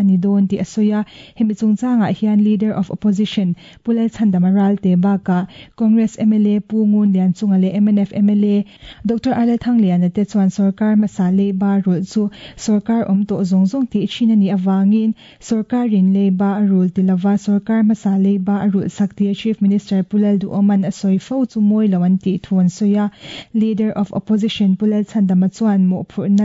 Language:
Mizo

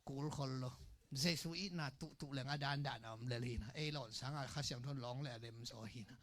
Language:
Tedim Chin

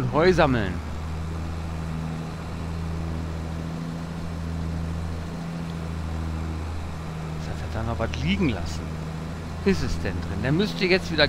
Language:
German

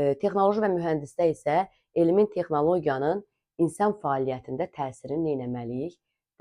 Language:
Azerbaijani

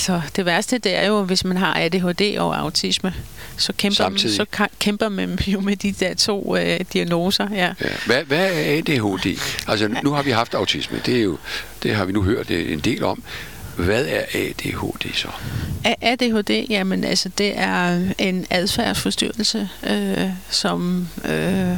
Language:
Danish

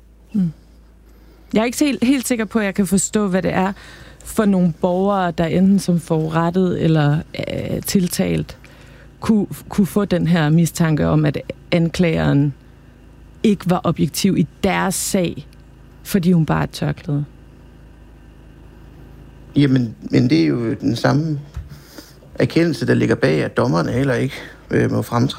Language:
Danish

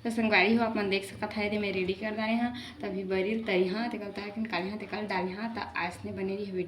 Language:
Chhattisgarhi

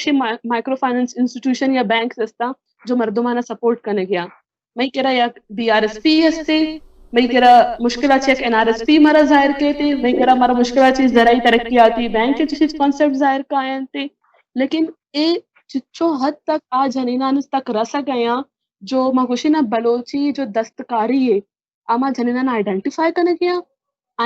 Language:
Baluchi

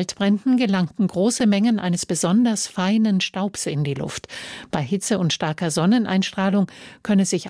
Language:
German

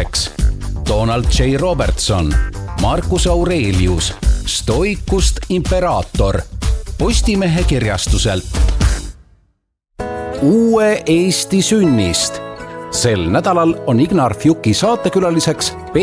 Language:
Estonian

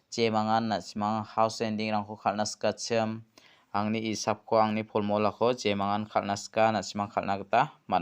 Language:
Garo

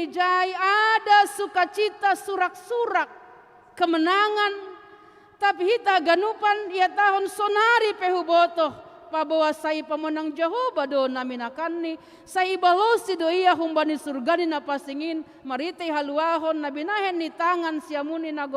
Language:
Batak Simalungun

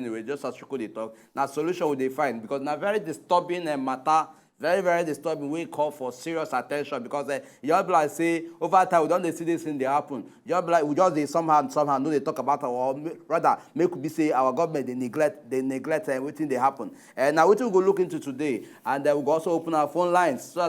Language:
Nigerian Pidgin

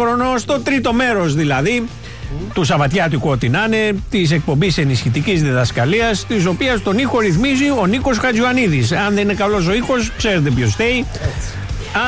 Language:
Greek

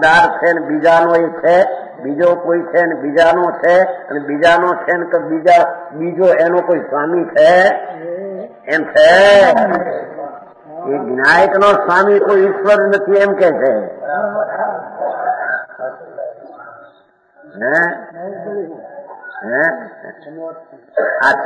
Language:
Gujarati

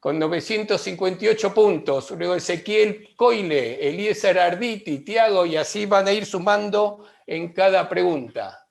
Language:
Ladino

